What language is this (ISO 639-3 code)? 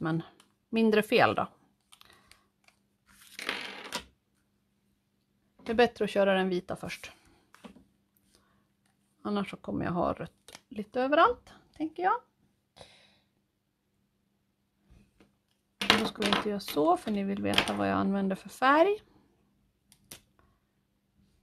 swe